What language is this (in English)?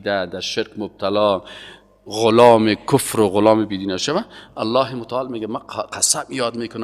Persian